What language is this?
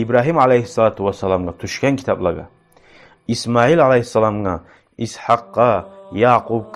Kumyk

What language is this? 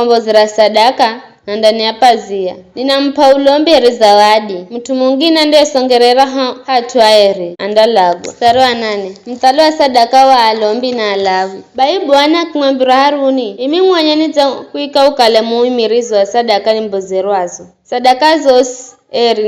Giryama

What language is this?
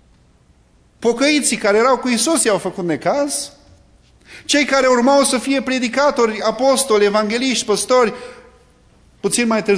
Romanian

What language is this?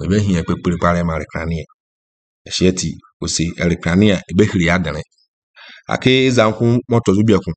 Akan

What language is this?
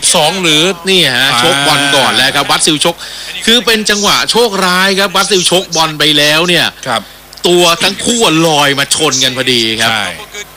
Thai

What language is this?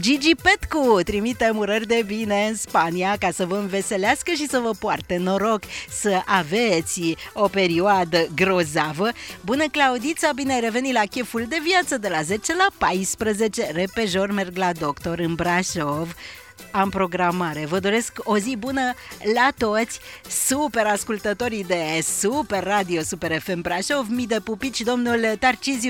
Romanian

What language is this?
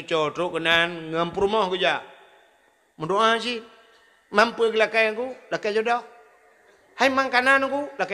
Achinese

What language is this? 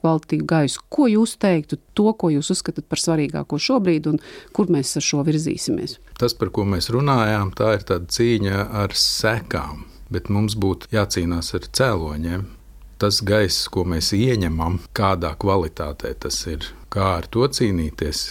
Latvian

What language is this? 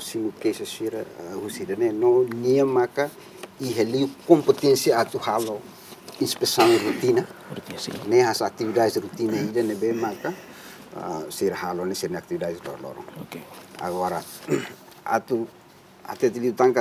Tetum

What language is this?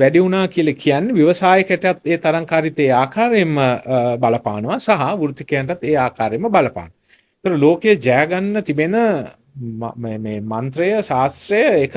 Sinhala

